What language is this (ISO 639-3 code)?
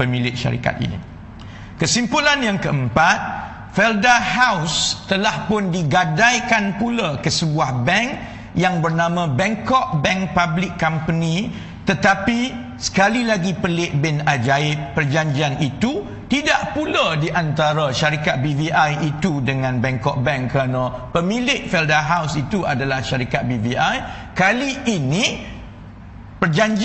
msa